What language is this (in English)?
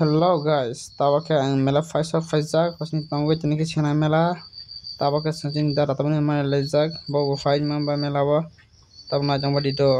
Kok Borok